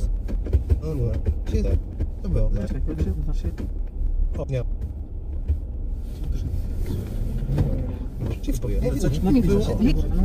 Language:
Polish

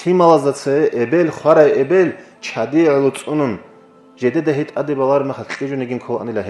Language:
Avaric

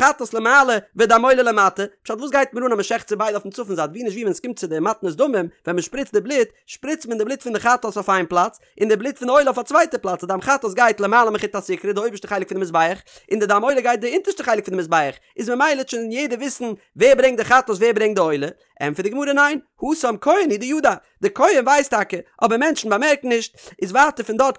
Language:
Yiddish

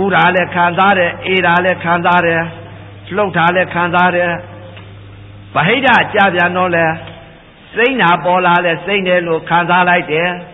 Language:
Burmese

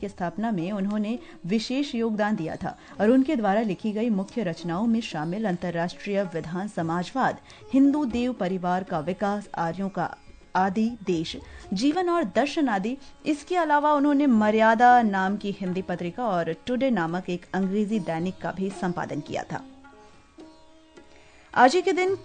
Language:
Hindi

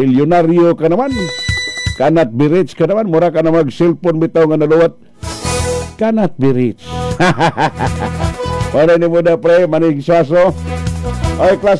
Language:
Cebuano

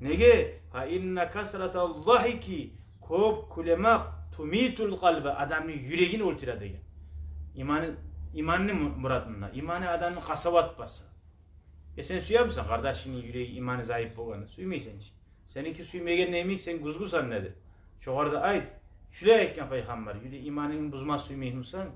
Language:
Kumyk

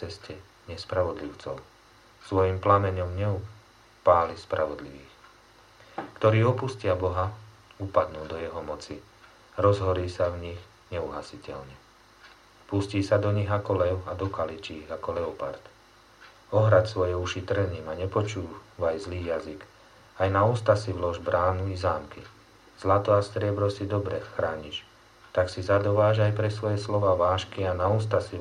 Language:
Slovak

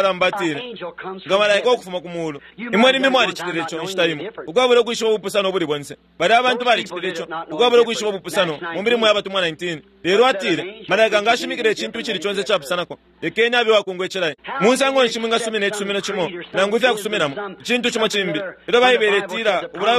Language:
Bemba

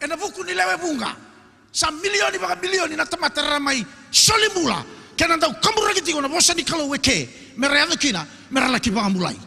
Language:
Fijian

